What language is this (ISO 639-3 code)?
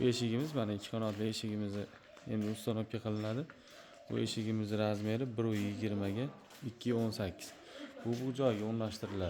uzb